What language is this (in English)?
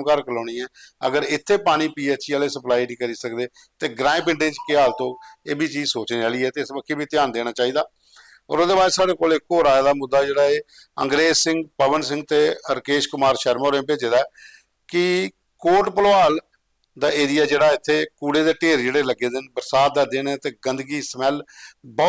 Dogri